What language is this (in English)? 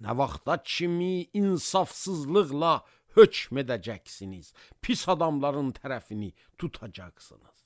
Azerbaijani